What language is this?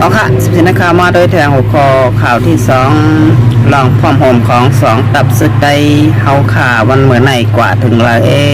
Shan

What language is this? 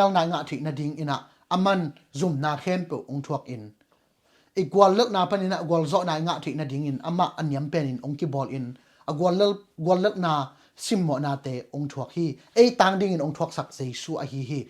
Tedim Chin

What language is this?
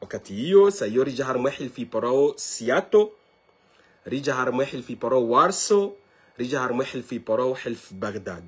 Ngazidja Comorian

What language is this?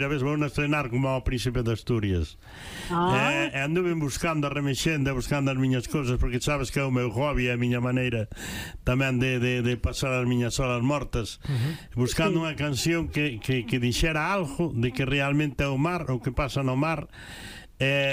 Galician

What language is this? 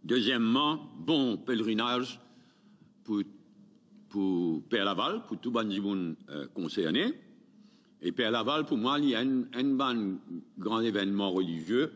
Morisyen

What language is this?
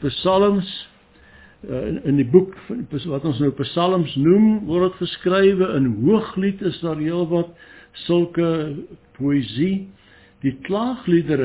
Afrikaans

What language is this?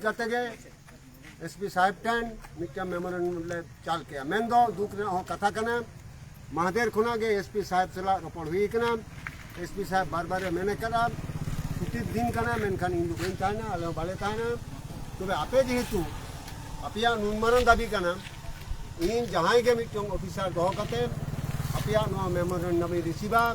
Santali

